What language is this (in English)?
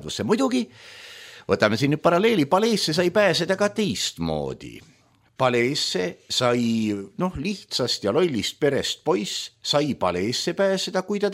Estonian